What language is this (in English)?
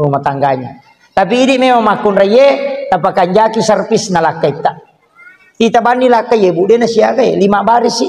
Buginese